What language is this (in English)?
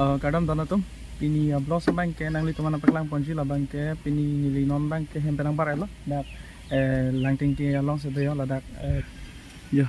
Karbi